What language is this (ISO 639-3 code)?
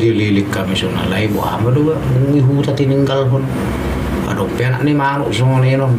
bbc